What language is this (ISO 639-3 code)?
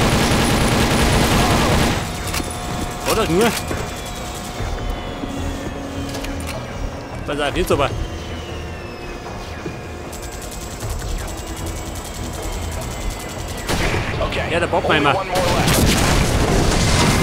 deu